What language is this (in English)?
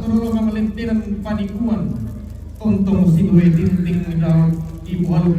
Toraja-Sa'dan